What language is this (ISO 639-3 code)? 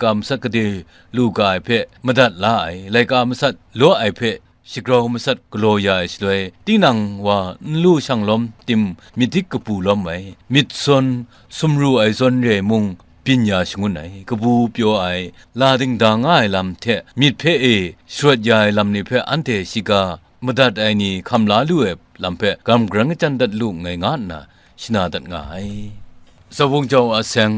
kac